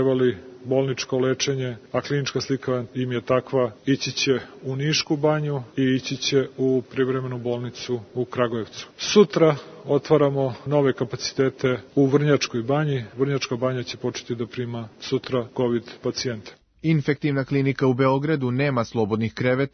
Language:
Serbian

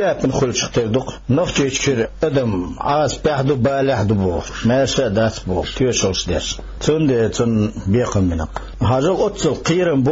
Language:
Chechen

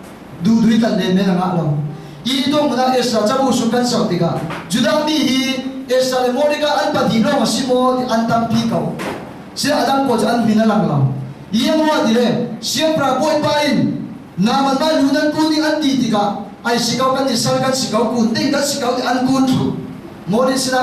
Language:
Falam Chin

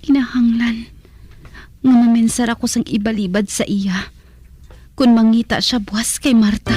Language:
Hiligaynon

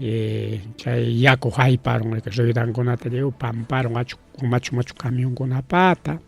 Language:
Ayacucho Quechua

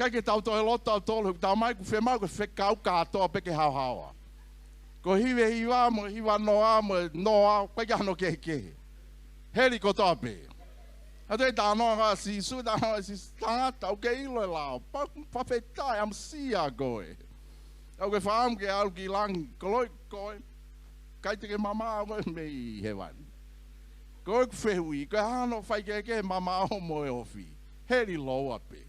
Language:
Tongan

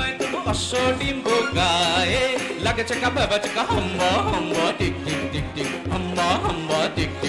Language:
Bangla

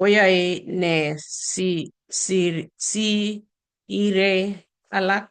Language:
Kalenjin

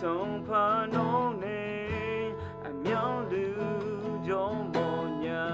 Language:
Akha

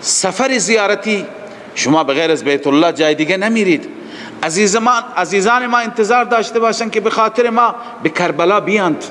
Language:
Persian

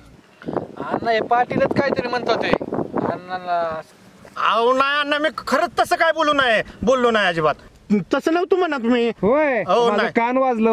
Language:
Marathi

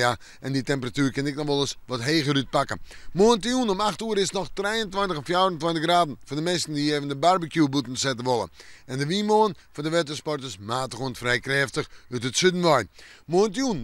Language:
Western Frisian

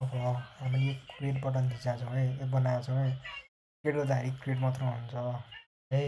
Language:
Nepali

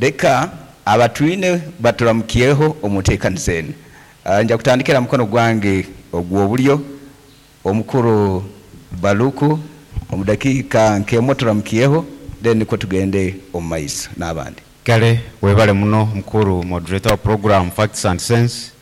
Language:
Nyankole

